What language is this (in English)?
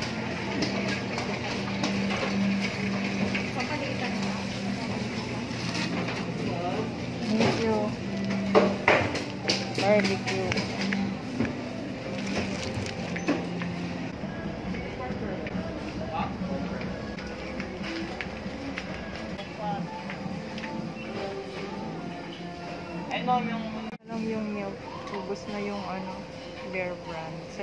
Filipino